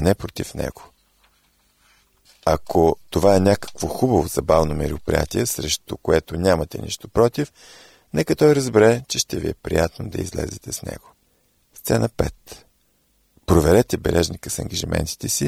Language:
Bulgarian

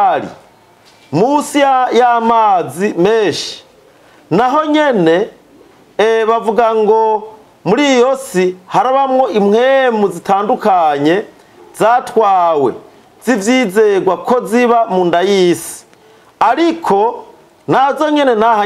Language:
Rundi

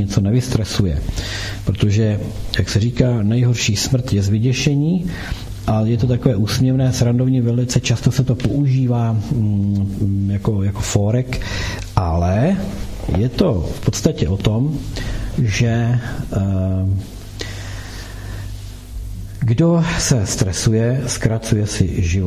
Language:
Czech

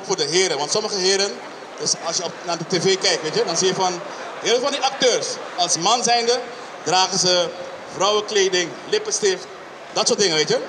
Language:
Dutch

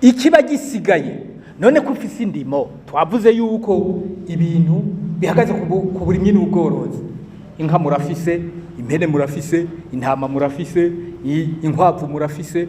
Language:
Rundi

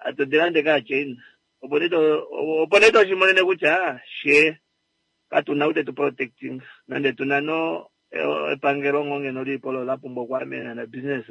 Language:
Kuanyama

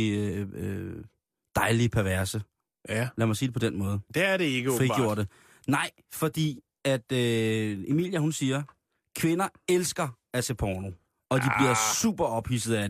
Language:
Danish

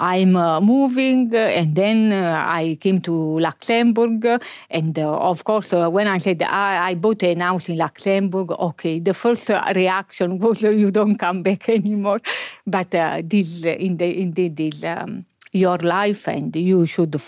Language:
Luxembourgish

